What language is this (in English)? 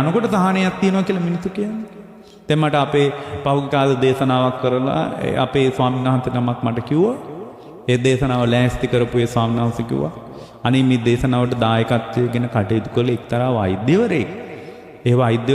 Sinhala